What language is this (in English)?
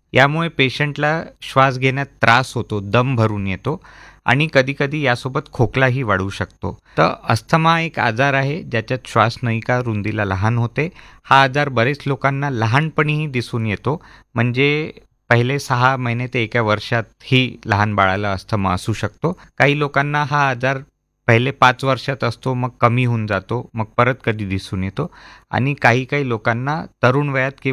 Marathi